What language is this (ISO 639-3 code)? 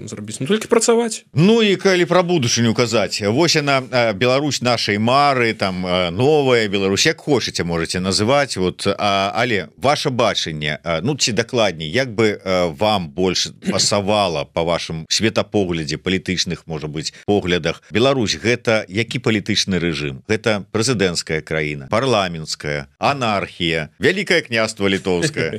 bel